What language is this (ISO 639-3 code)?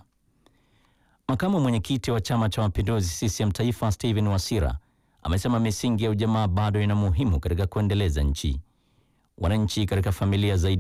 swa